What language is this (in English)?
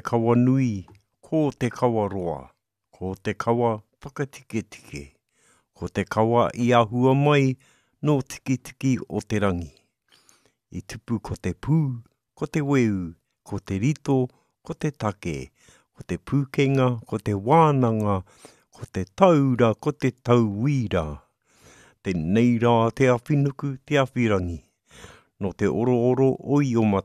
Māori